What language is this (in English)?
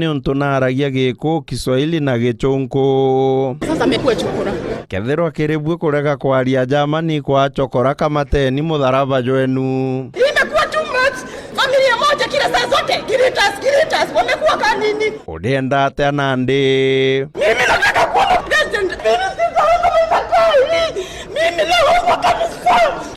Meru